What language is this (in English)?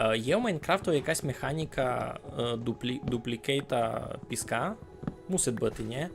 Rusyn